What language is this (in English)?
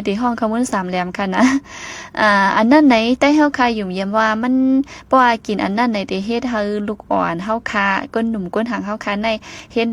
Shan